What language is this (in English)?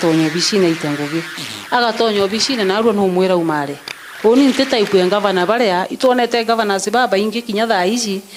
Meru